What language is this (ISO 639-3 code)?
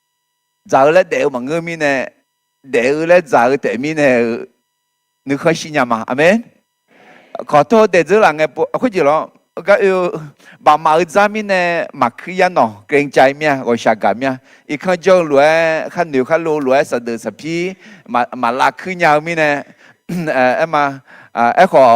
ahk